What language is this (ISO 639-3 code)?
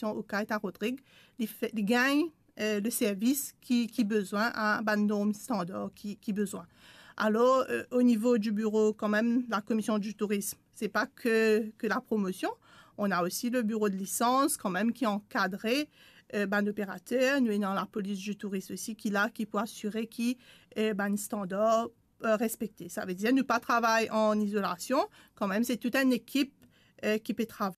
mfe